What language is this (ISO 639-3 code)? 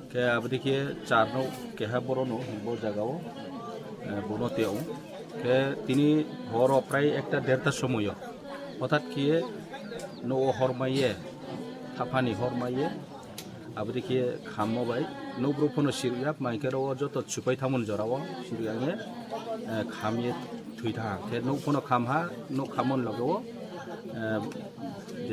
ria